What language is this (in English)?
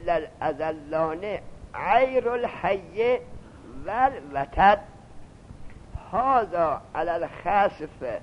Persian